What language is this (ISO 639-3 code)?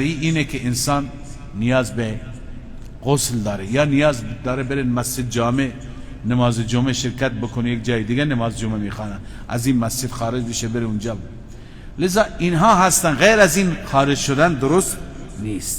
fas